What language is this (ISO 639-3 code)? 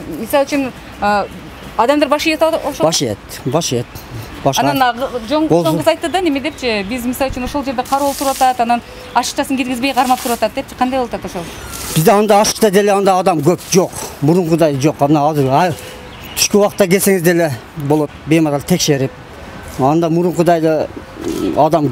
kir